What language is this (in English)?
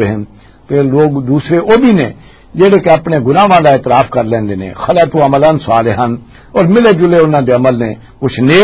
Western Panjabi